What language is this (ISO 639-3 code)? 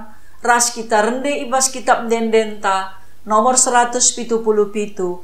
btx